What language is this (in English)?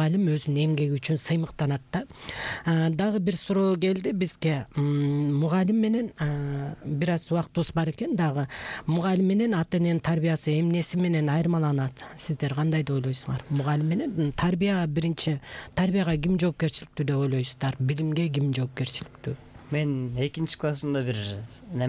Kyrgyz